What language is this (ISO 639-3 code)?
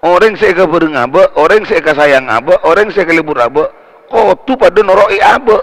mad